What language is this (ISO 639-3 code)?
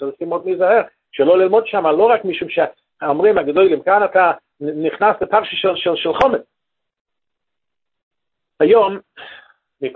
heb